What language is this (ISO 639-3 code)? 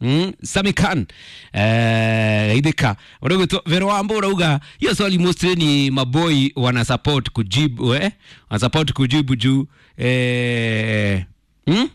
kik